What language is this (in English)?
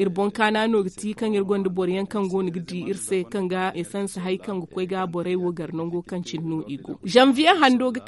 Zarma